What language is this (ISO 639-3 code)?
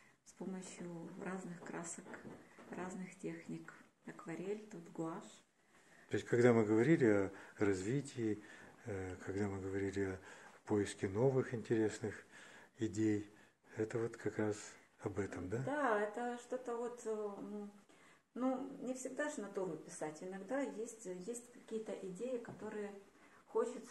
rus